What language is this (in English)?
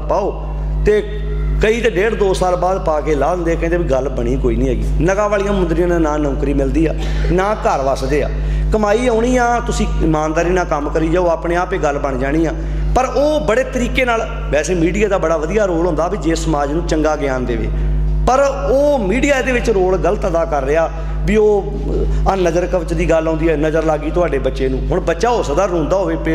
Punjabi